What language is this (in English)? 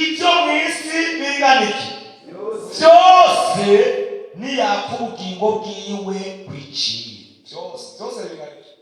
Rundi